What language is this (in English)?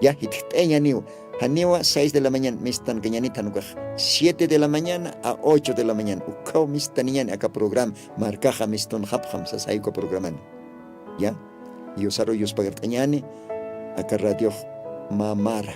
Aymara